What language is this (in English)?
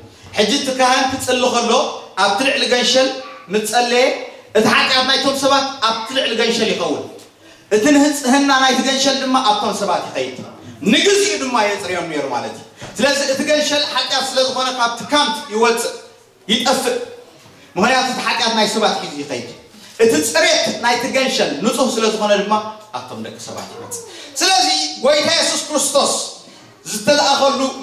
Tigrinya